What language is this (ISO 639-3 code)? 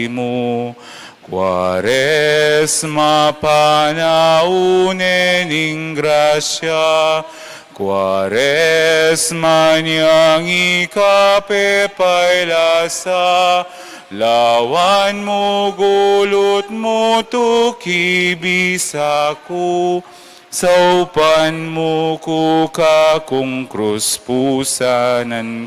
pam